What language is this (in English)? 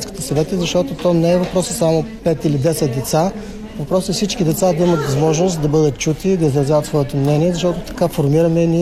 Bulgarian